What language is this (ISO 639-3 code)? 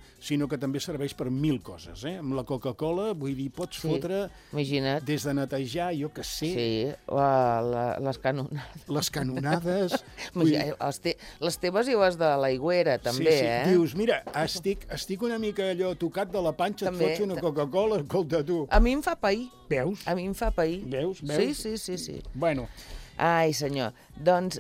cat